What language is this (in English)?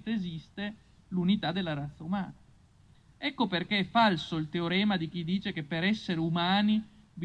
Italian